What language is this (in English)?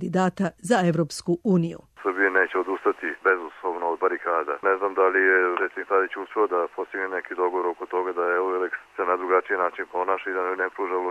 Serbian